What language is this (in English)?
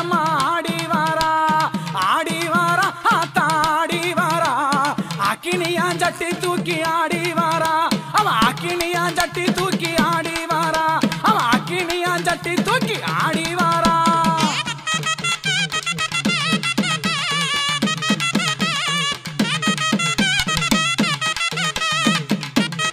Tamil